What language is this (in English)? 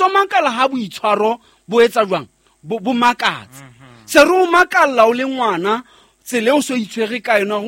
Southern Sotho